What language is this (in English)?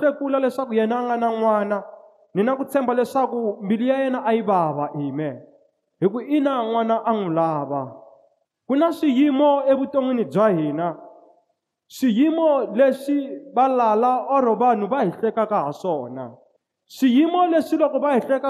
Tsonga